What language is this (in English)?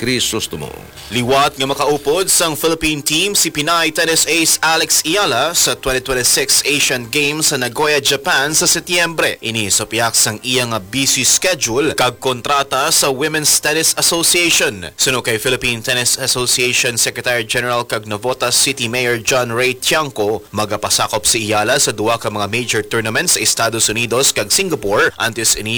Hiligaynon